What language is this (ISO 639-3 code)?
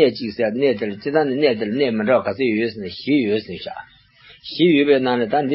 bod